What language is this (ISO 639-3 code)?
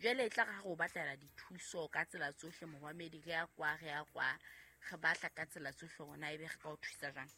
sot